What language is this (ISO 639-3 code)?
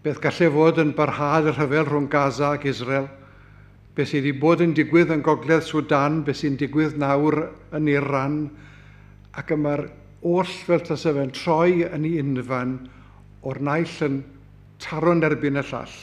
cym